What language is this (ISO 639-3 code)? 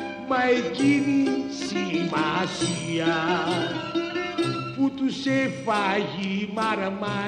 ell